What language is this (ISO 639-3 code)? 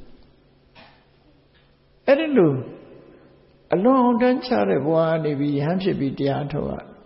mya